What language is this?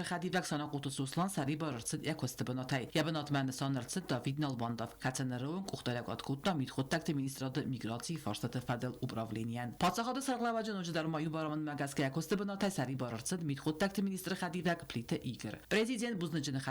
Ossetic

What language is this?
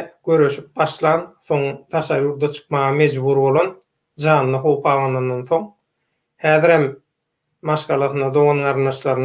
Turkmen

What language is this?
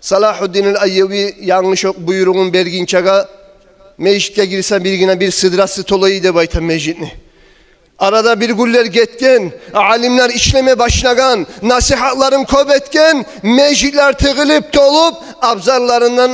Kumyk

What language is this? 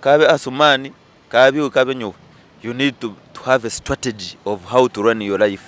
Nyankole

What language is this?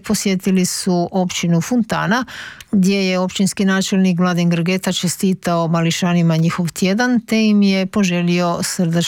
Croatian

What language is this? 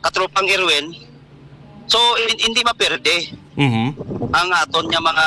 Hiligaynon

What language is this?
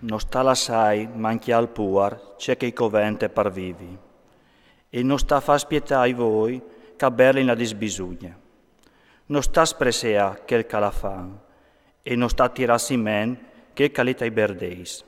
Friulian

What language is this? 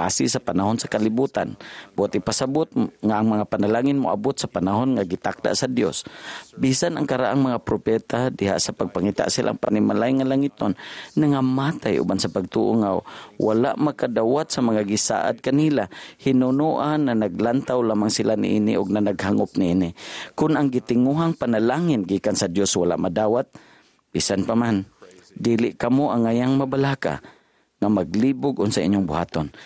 Cebuano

